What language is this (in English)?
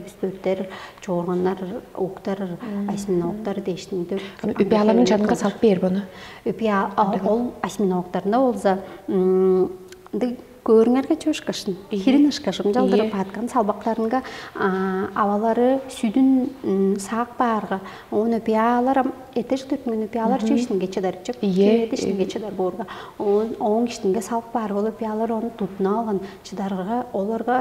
Tuvinian